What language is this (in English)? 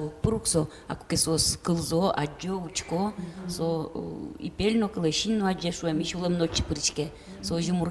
Udmurt